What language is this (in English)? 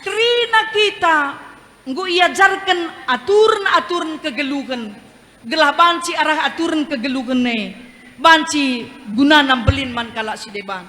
Batak Karo